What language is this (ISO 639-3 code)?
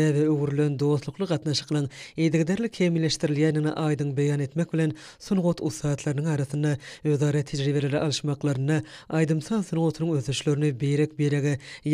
tuk